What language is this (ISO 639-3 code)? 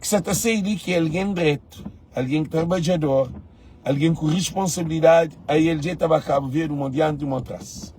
kea